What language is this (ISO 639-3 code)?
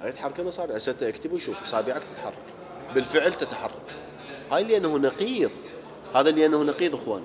acm